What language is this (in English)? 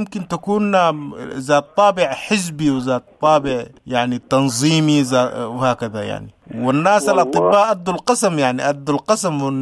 Sudanese Arabic